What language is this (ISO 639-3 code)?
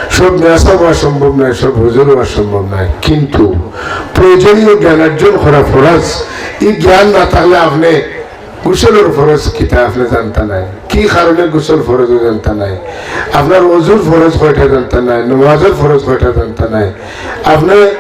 syl